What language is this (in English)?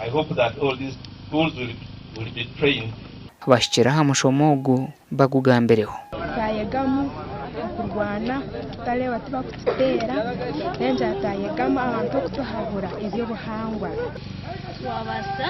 Nyankole